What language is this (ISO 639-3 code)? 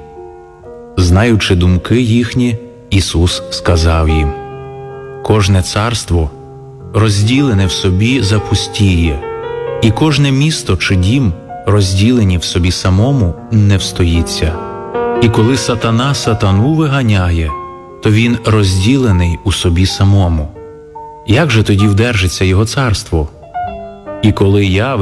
ukr